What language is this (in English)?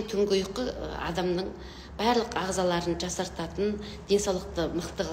Kazakh